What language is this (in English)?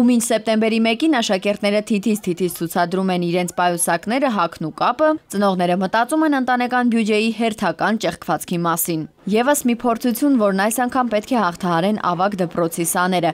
Armenian